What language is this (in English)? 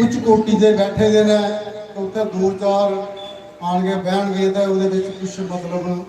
Dogri